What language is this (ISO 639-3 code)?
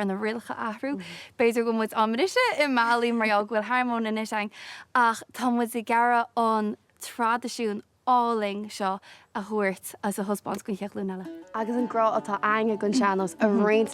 gle